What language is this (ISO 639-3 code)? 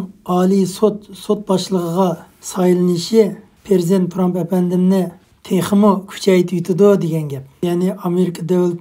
uig